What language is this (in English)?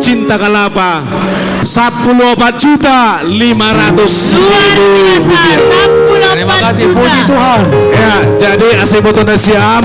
Batak Simalungun